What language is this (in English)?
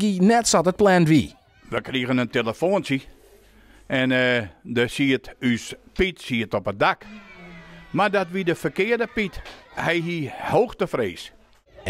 Western Frisian